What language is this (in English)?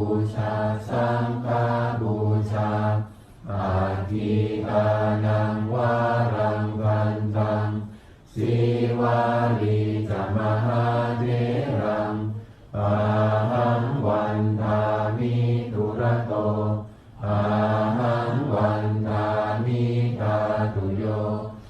Pali